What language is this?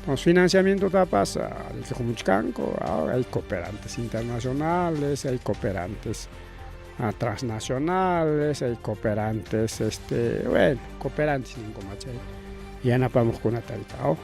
Ayacucho Quechua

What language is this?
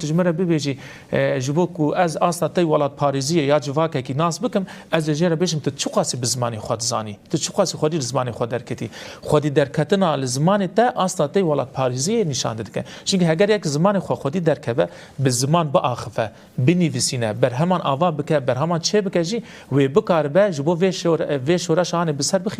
Kurdish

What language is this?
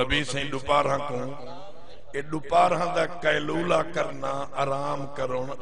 Saraiki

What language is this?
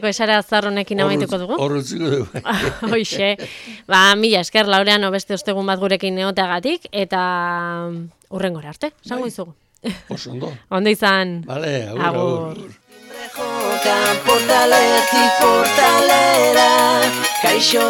Basque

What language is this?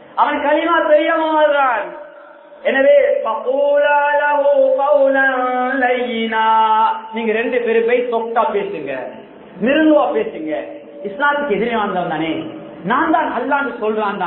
Tamil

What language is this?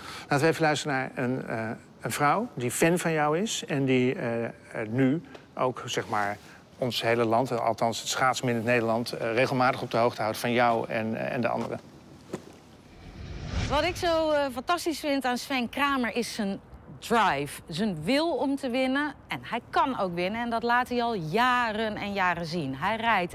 Dutch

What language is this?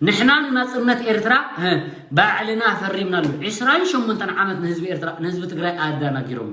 Tigrinya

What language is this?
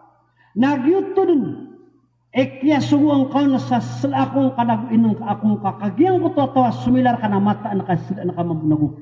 Maranao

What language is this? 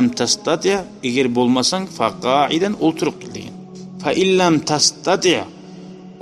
Kumyk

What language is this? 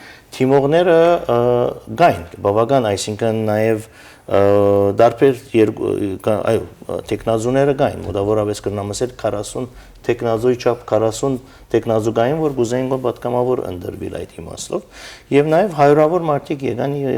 Western Armenian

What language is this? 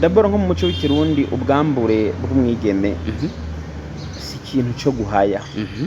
Rundi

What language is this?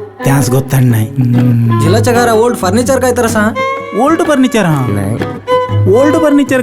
Konkani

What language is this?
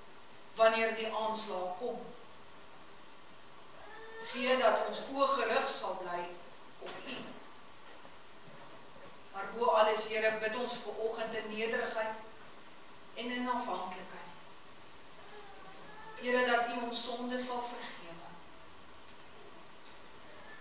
Afrikaans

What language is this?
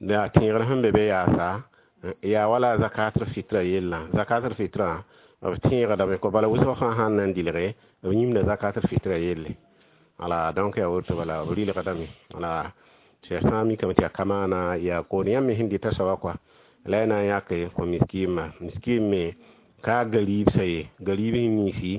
Mossi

